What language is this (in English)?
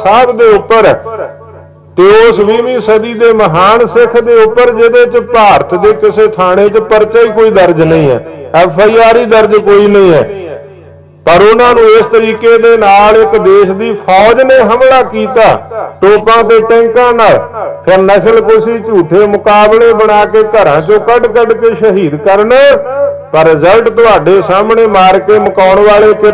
Punjabi